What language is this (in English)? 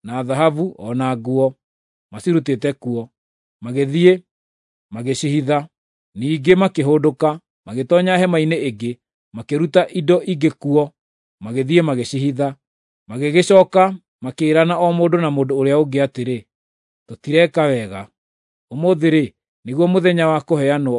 Kikuyu